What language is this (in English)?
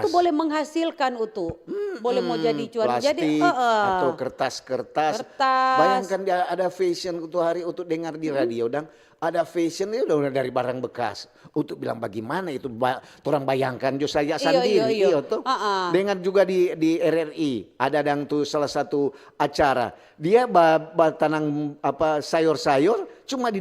Manado Malay